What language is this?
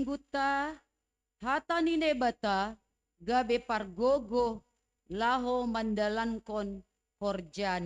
Batak Simalungun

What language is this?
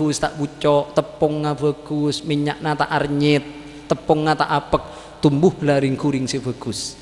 Madurese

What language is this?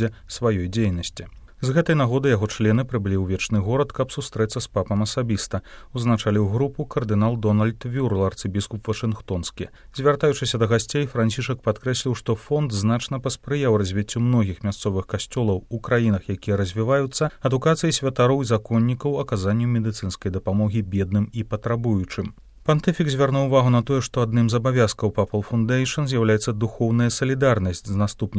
Belarusian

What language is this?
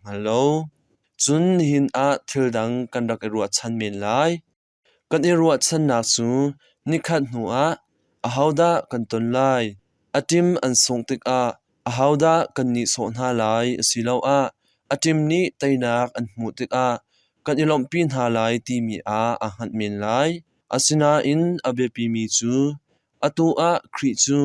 Hakha Chin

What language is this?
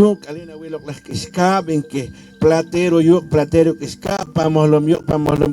Poqomchi'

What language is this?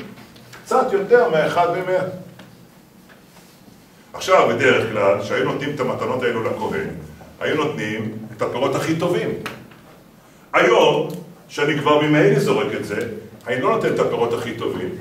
Hebrew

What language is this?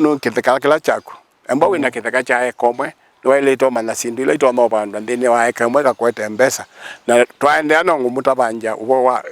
Kamba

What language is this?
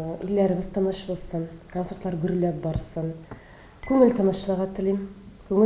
Tatar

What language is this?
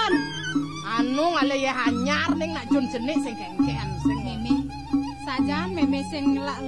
Balinese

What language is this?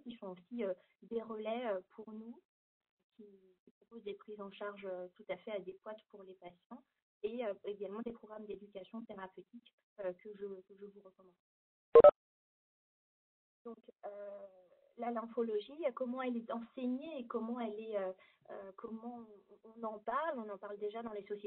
French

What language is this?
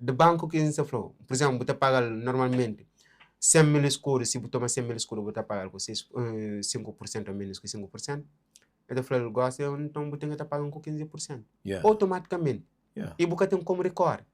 Kabuverdianu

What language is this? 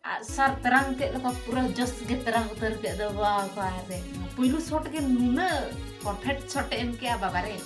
Santali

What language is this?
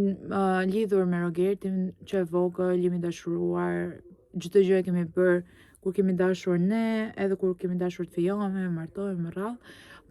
Albanian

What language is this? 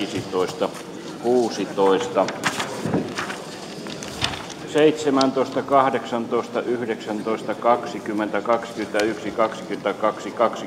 Finnish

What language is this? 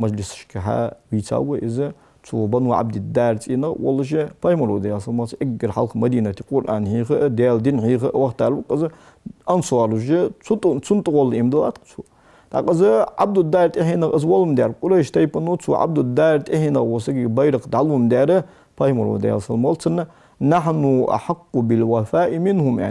Ingush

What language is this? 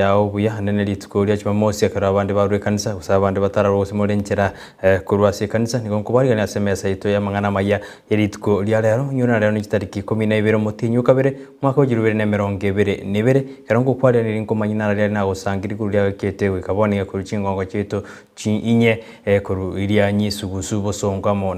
Gusii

